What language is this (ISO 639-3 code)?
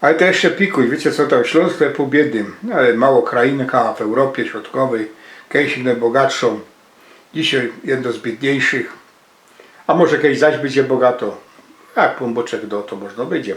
szl